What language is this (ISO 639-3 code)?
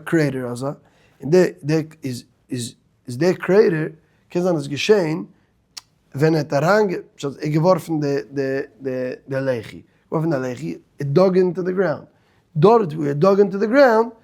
yid